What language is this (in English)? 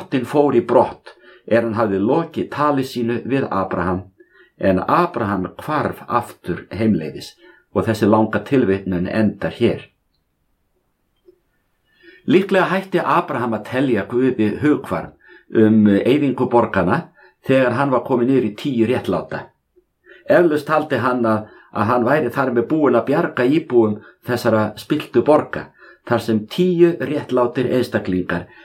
Icelandic